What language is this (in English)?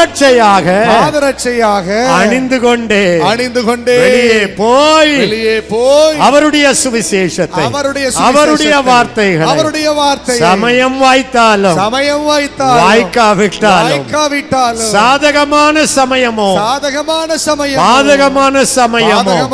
Tamil